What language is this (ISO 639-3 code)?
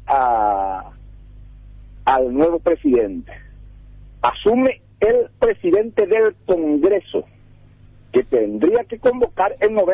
spa